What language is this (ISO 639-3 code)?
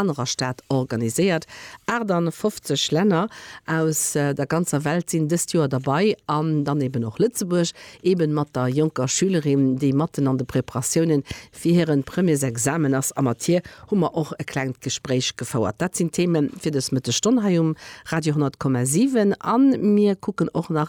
ltz